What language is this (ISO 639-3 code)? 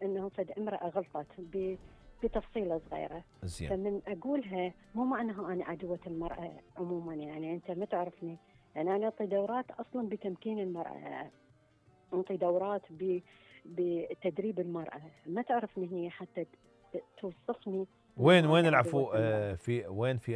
acm